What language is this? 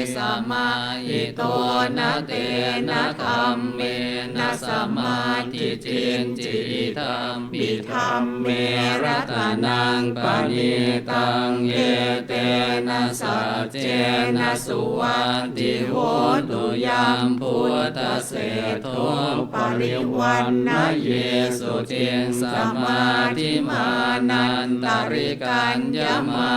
Pali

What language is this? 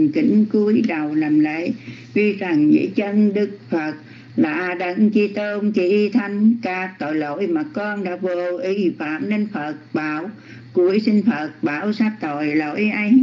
Vietnamese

